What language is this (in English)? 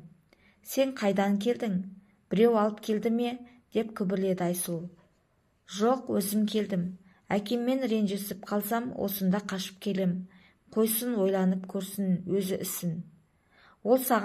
Kazakh